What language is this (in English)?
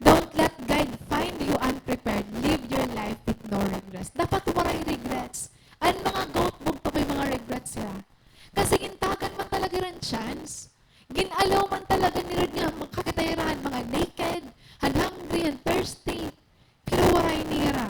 Waray